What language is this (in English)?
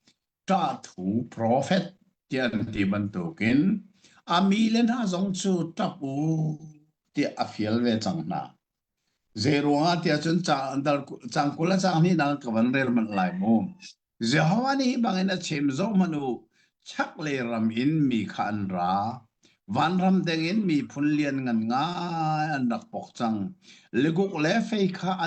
Hakha Chin